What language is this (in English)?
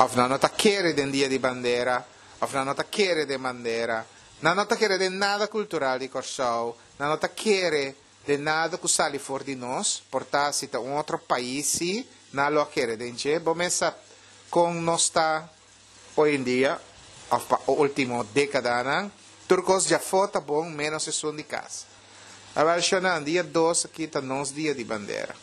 Papiamento